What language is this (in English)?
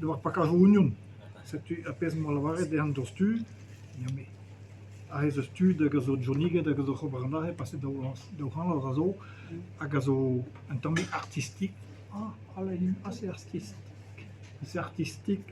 Breton